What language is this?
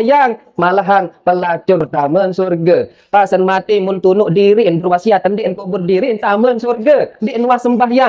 Sasak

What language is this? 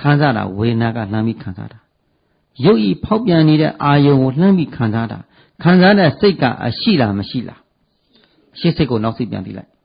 Burmese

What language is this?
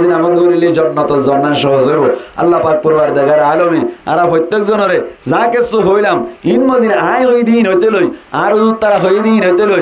Rohingya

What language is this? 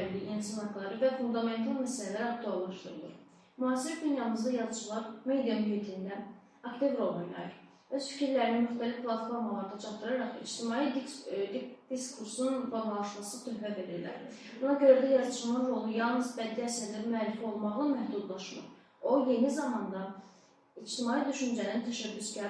Azerbaijani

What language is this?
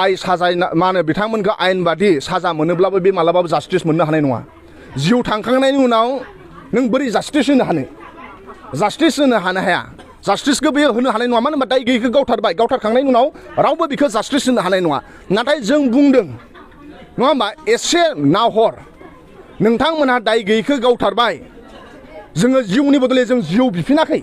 Bodo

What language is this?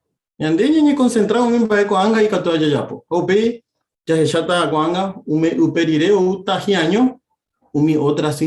Guarani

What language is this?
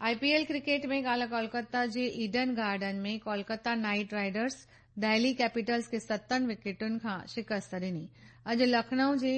Sindhi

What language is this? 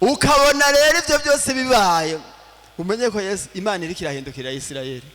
Rundi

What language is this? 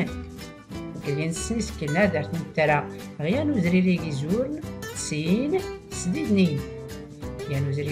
Tachelhit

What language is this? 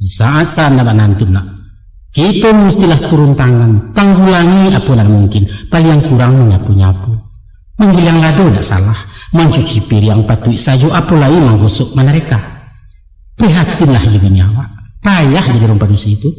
Minangkabau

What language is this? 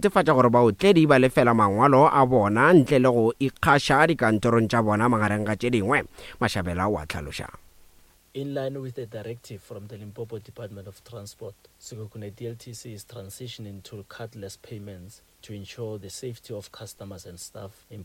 Northern Sotho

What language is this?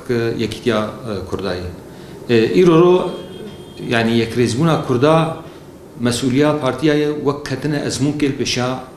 Kurdish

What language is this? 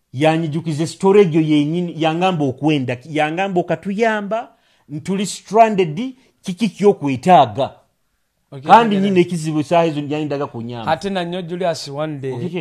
Nyoro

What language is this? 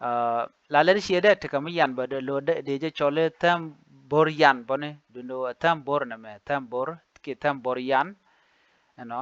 Nuer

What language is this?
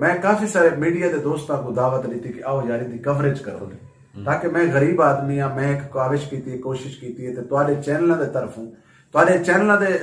Saraiki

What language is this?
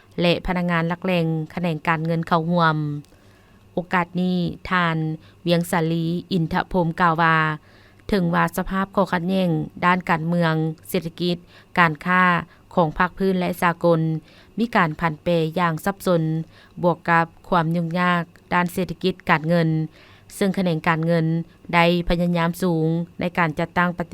Lao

